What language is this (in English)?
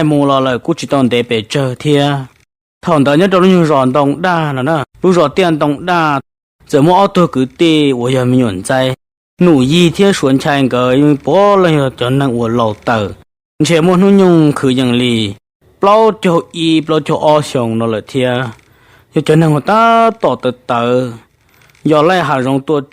Hmong